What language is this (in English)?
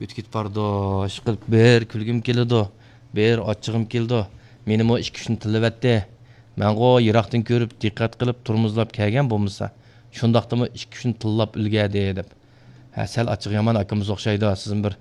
Uyghur